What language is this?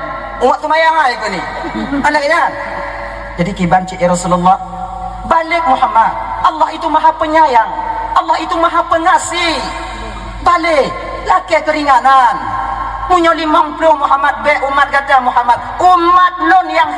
Achinese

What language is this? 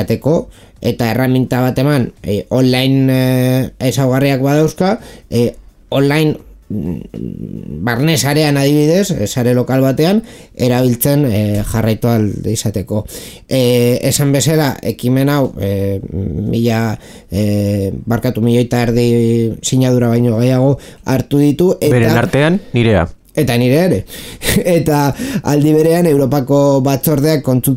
Basque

